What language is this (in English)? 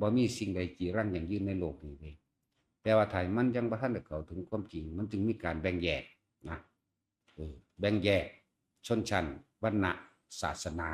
Northeastern Thai